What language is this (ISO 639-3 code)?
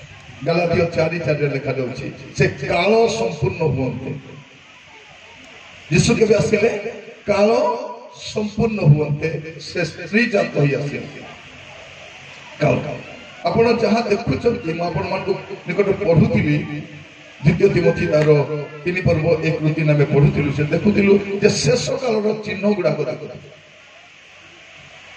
ori